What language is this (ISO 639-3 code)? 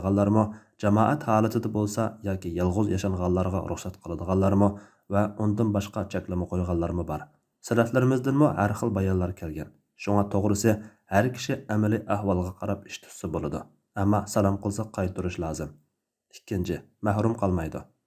uig